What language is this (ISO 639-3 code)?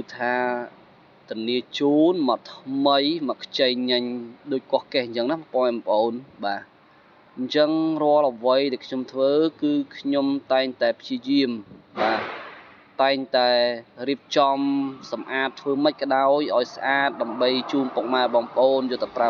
khm